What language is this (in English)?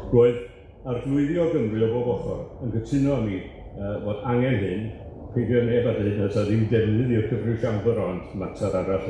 Welsh